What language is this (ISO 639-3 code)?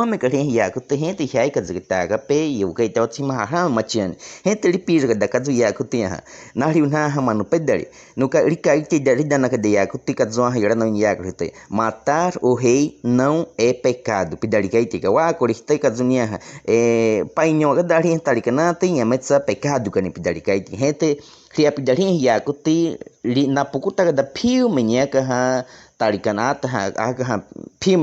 bwi